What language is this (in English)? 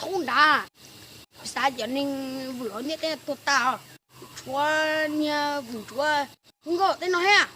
Hmong